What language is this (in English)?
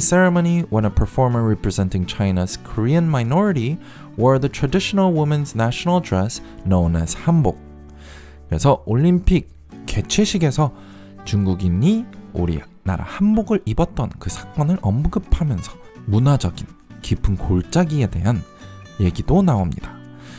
Korean